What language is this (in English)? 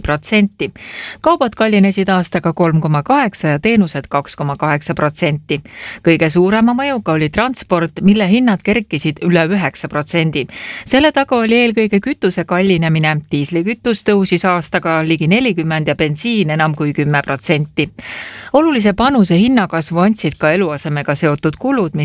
Estonian